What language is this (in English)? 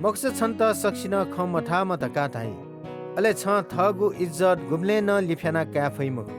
Newari